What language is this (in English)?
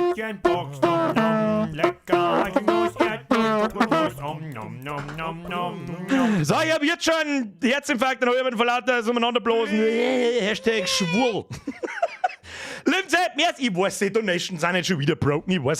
Bavarian